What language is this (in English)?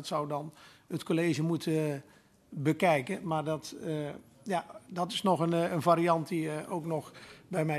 Dutch